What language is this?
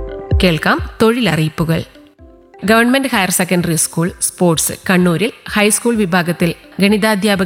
Malayalam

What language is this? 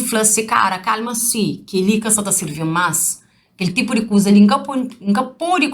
Kabuverdianu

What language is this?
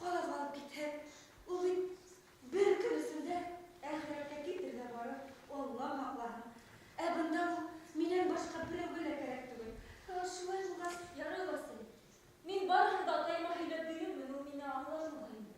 Bashkir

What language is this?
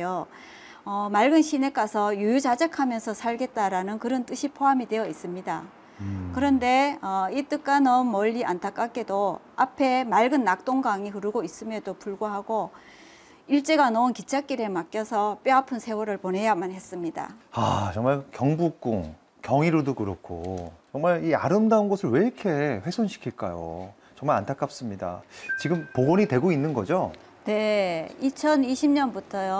Korean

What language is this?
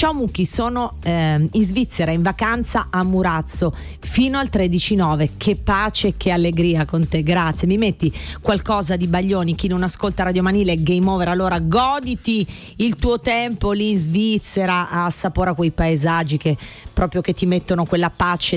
Italian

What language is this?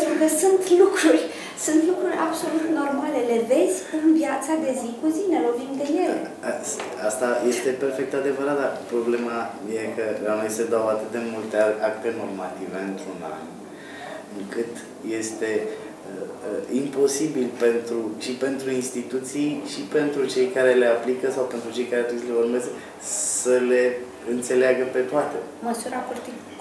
Romanian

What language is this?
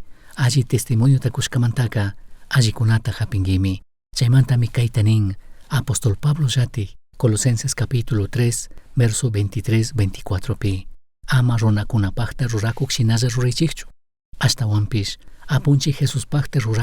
Chimborazo Highland Quichua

